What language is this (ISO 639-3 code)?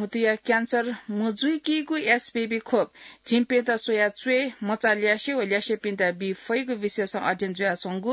new